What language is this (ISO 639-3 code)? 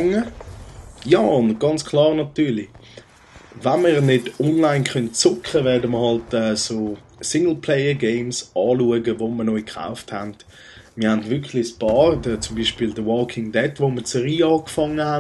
gsw